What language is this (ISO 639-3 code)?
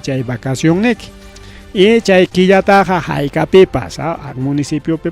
quy